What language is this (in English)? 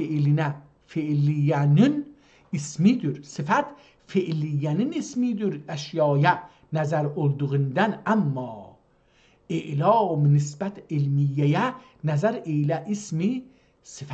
South Azerbaijani